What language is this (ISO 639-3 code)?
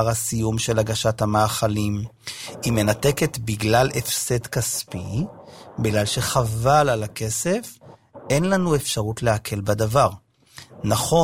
heb